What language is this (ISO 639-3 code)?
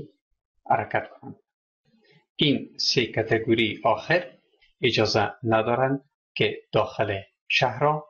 fas